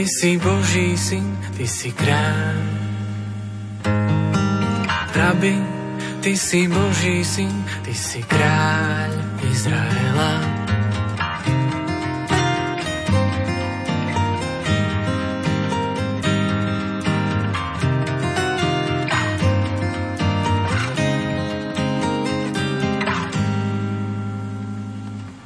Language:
Slovak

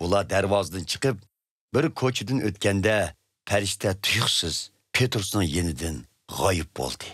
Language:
Uyghur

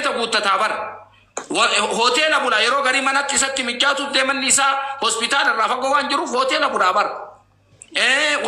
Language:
Oromo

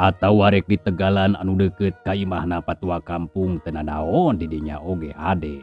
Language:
Sundanese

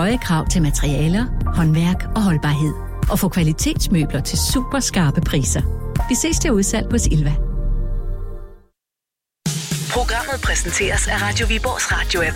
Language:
Danish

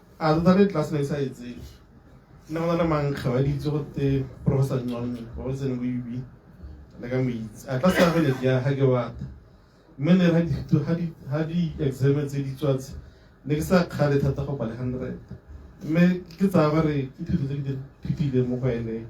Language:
Tswana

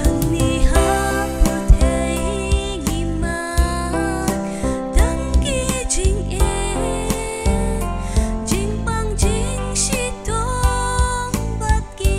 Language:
Khasi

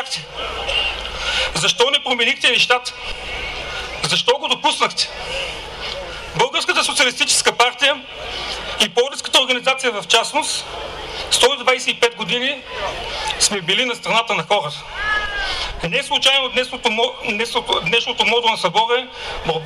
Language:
Bulgarian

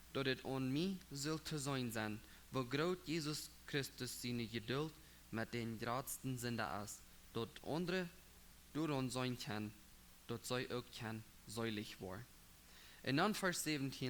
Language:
Plautdietsch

